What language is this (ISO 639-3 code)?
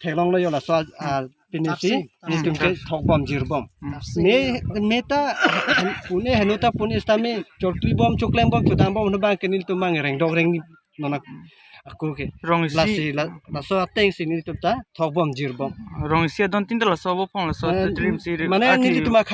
mjw